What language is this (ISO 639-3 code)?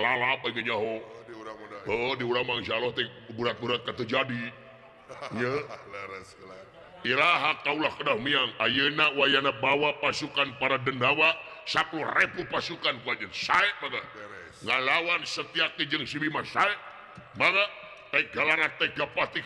sun